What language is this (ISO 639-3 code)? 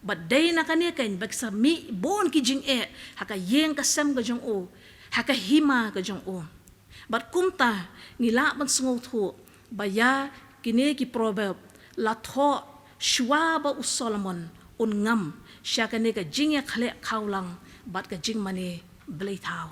kha